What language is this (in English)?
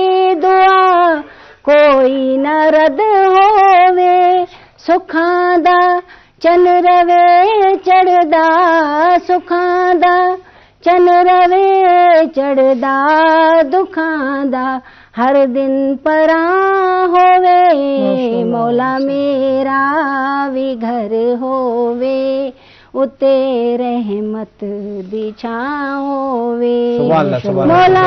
Eastern Balochi